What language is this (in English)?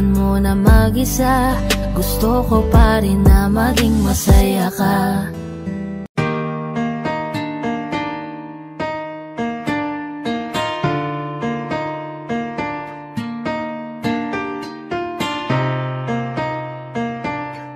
Filipino